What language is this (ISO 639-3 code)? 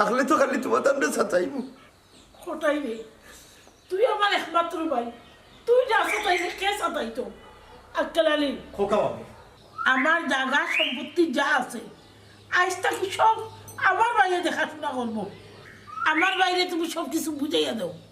syl